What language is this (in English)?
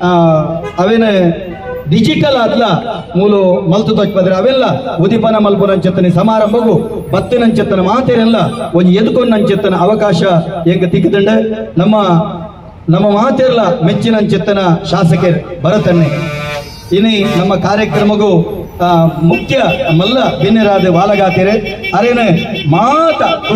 Tulu